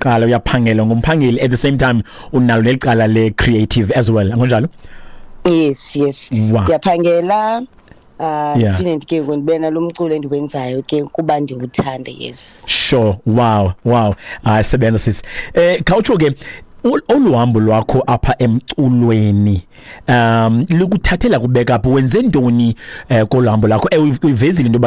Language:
Xhosa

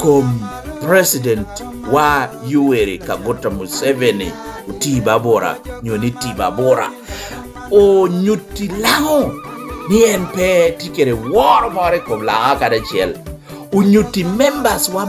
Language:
Lango (Uganda)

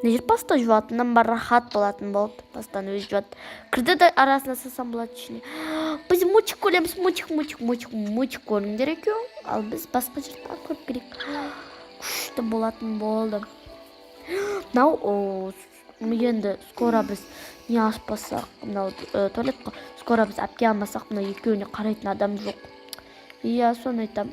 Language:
Kazakh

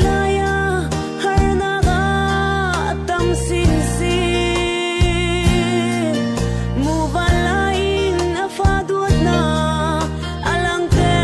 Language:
Falam Chin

